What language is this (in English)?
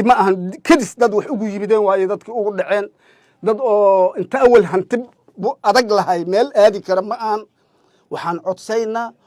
Somali